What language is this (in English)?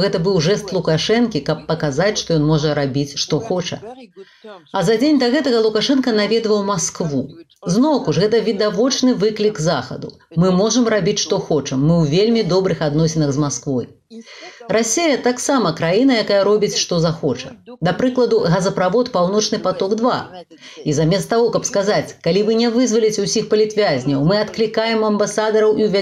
Belarusian